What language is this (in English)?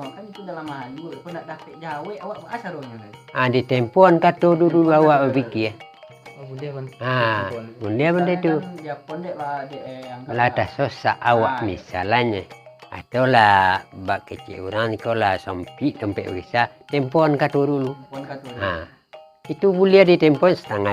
Minangkabau